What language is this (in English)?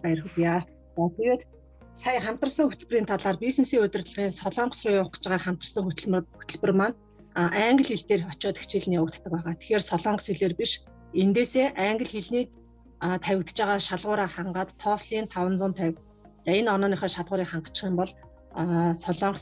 Mongolian